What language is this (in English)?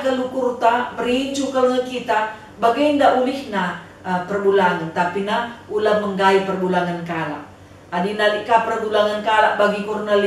Batak Karo